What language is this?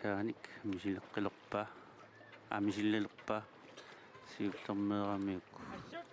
Kalaallisut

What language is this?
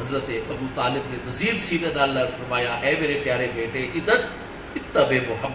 Saraiki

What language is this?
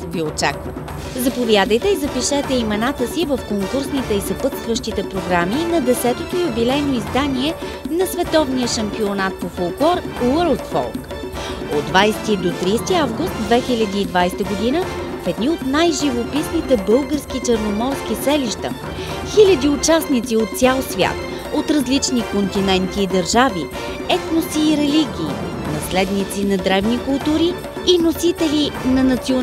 Bulgarian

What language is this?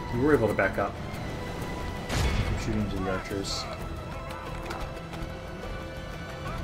English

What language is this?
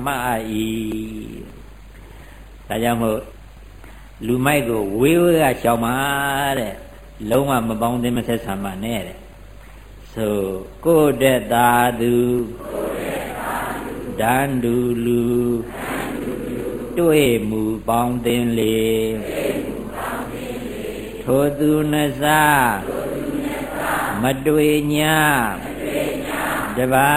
Burmese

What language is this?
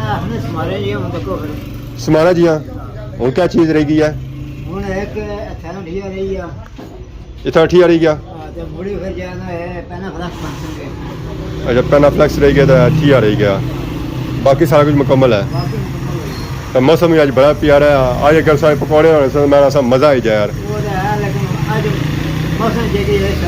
Pahari-Potwari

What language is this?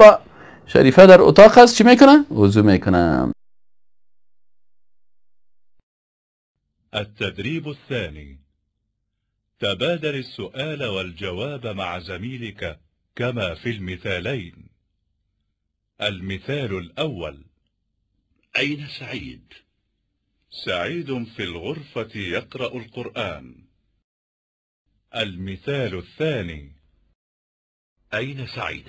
Persian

